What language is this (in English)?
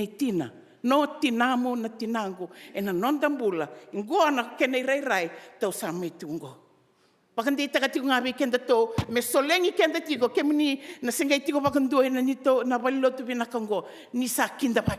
Fijian